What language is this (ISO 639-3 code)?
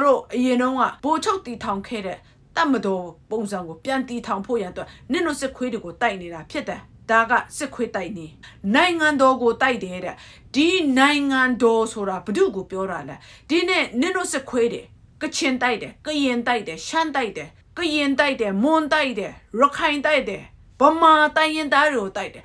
mya